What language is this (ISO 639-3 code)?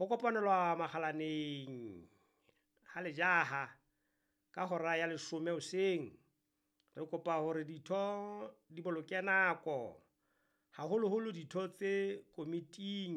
sot